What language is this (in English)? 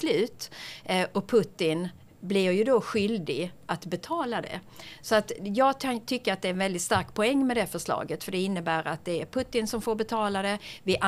Swedish